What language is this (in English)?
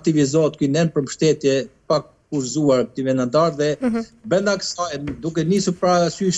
Albanian